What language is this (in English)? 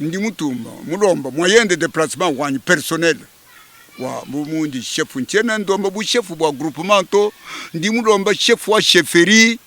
Luba-Lulua